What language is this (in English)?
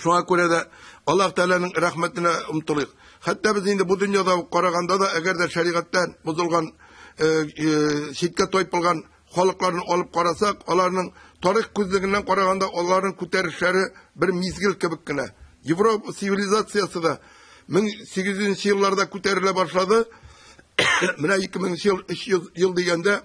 Tatar